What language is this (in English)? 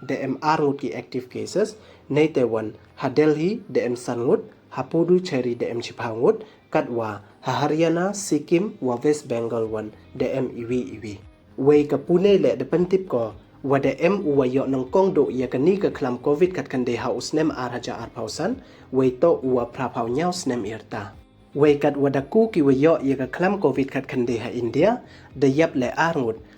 Pnar